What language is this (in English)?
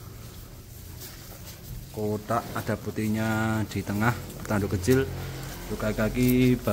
Indonesian